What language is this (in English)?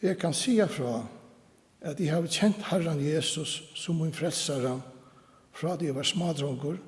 Faroese